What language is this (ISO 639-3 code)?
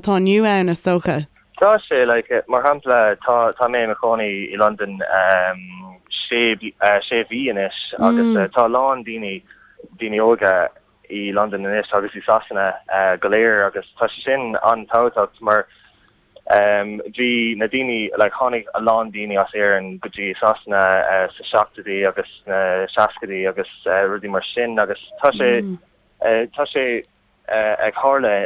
gle